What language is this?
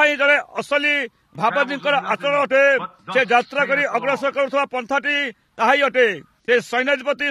Odia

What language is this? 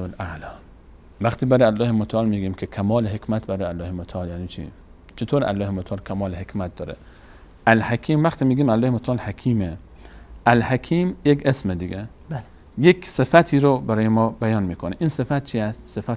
Persian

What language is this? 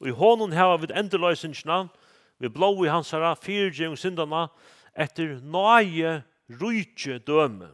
Faroese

